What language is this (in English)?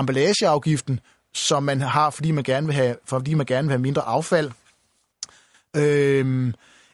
Danish